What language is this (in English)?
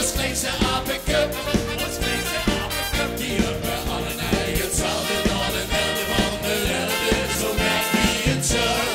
Limburgish